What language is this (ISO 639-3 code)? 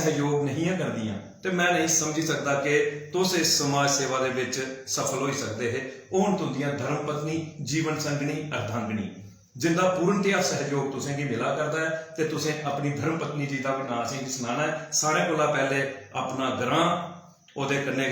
doi